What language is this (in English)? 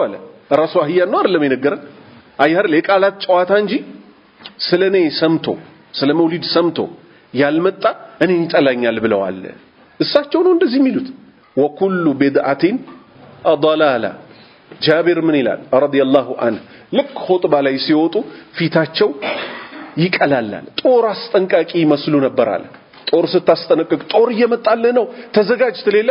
Amharic